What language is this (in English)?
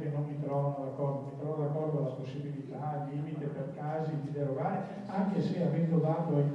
Italian